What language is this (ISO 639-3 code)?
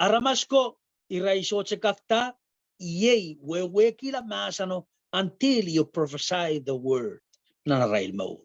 pon